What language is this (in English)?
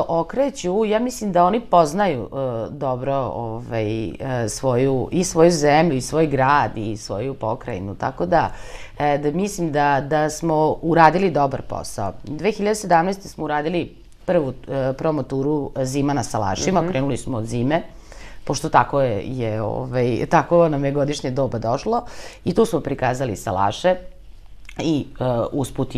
Serbian